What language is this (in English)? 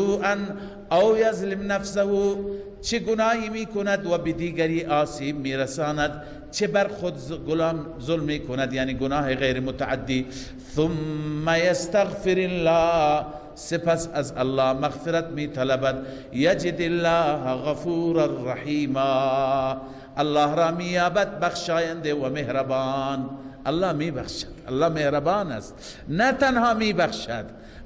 Persian